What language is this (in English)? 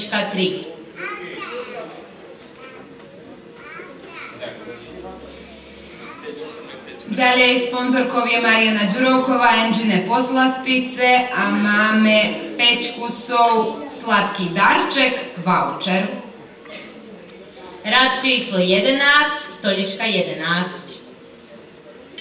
Slovak